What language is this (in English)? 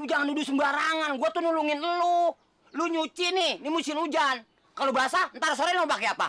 Betawi